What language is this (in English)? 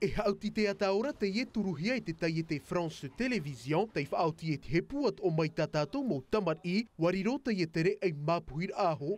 Tahitian